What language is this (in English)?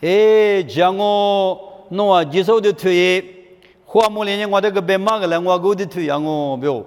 Lisu